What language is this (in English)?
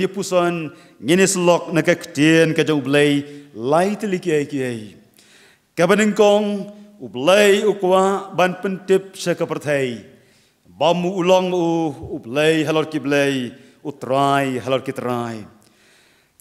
Khasi